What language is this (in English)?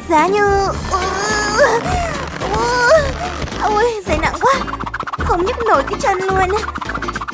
Vietnamese